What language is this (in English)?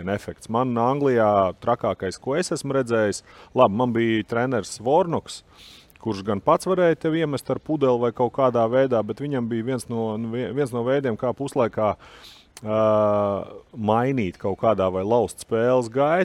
Latvian